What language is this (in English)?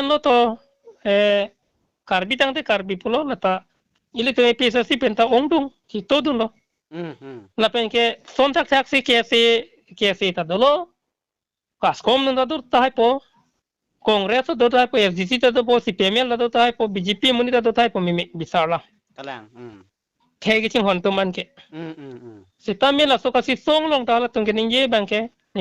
Karbi